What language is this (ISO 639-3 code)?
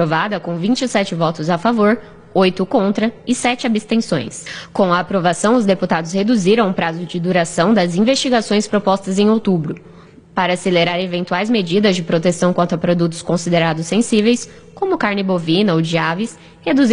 por